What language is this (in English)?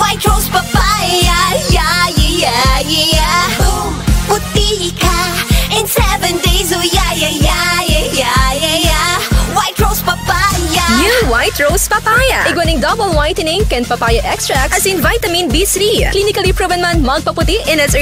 Bikol